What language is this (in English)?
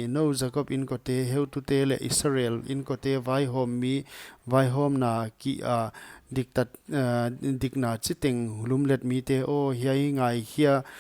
Paite Chin